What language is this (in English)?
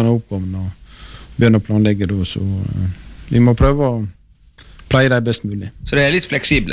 Norwegian